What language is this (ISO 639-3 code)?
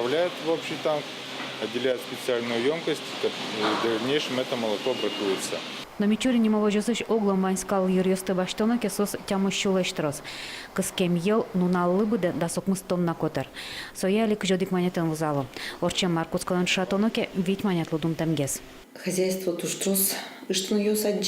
udm